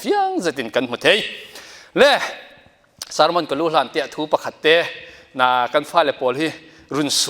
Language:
Falam Chin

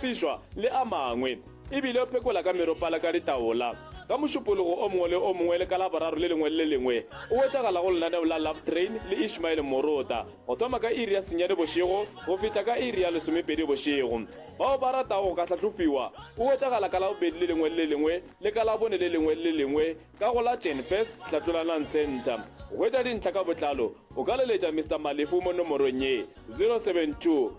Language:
Northern Sotho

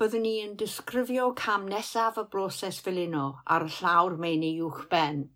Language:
Welsh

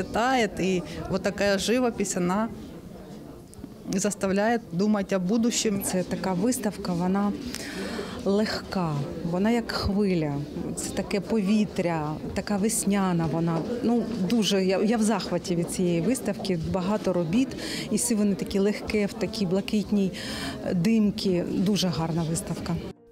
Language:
Ukrainian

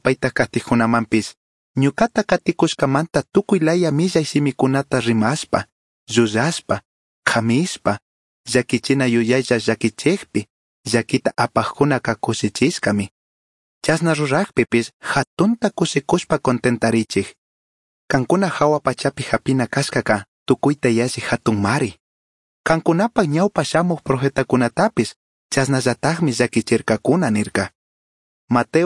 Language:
Chimborazo Highland Quichua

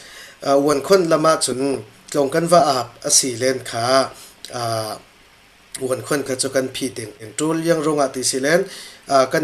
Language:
Falam Chin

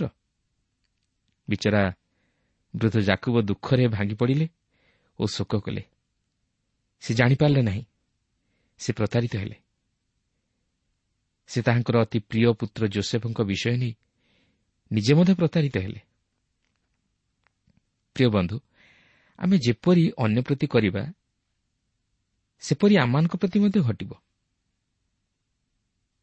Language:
Odia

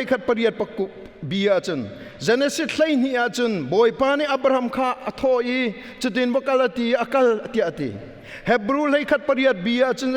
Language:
Hakha Chin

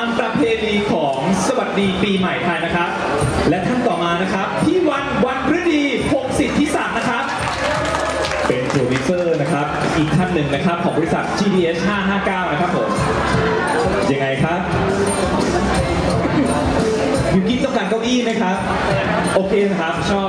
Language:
Thai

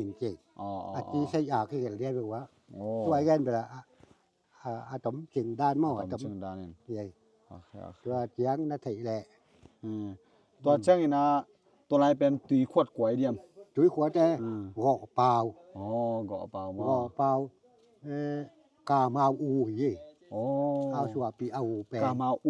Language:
Tedim Chin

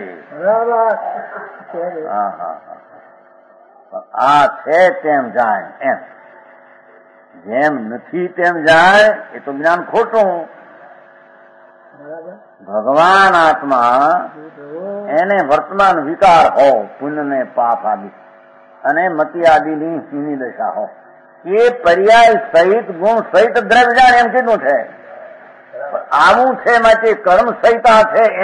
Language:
Gujarati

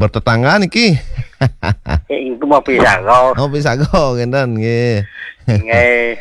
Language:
Balinese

